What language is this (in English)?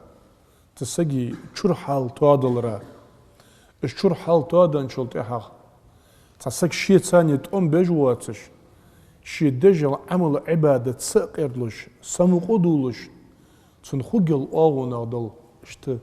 Ingush